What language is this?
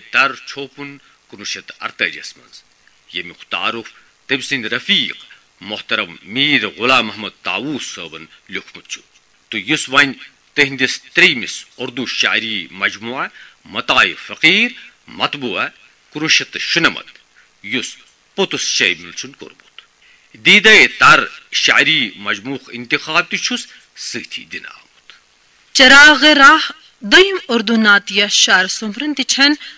Kashmiri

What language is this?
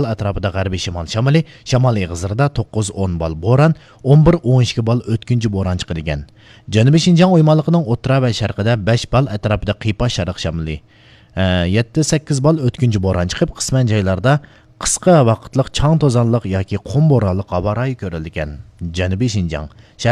Uyghur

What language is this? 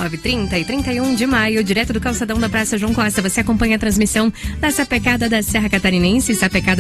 Portuguese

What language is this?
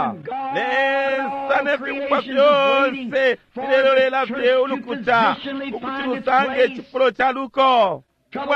Bemba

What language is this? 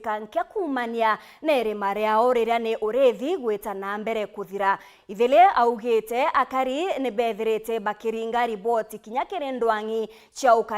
Meru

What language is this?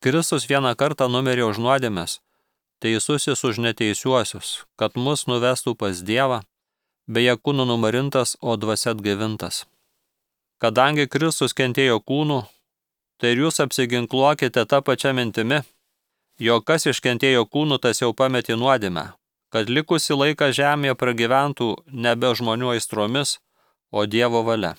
Lithuanian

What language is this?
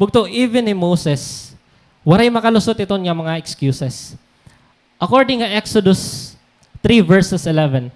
Waray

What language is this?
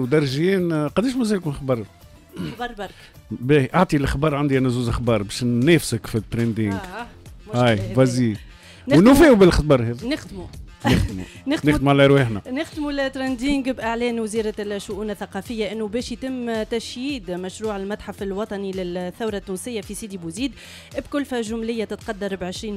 Tunisian Arabic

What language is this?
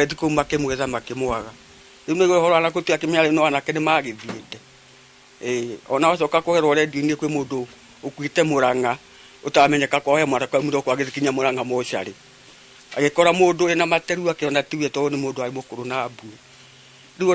Kikuyu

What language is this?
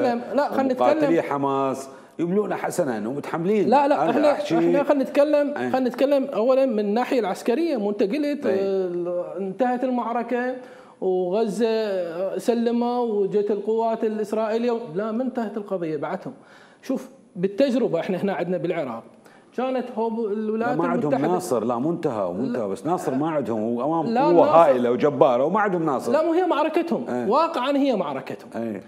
Mesopotamian Arabic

